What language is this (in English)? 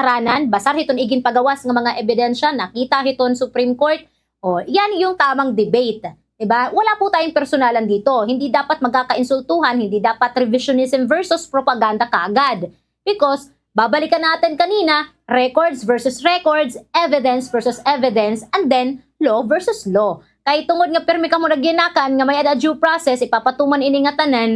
Waray